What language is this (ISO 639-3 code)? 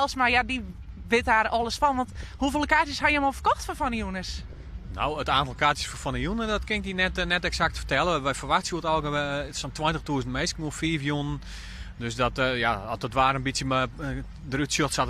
fry